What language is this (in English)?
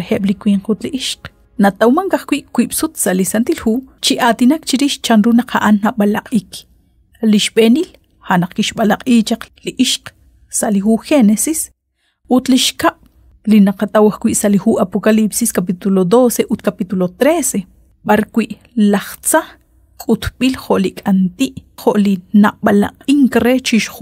Kekchí